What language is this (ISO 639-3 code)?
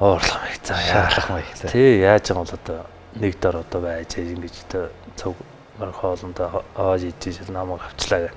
mon